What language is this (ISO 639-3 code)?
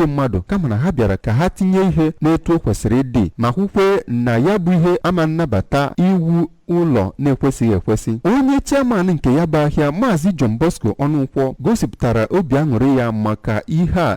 ibo